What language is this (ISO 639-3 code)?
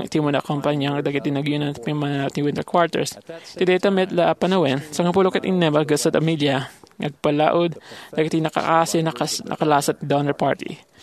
ilo